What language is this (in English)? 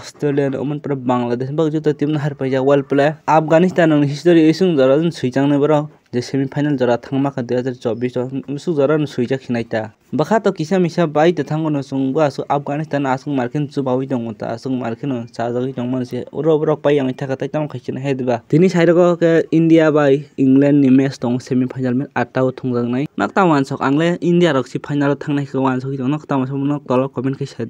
Kok Borok